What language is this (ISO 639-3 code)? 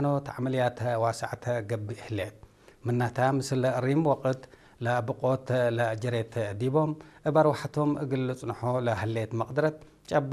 tig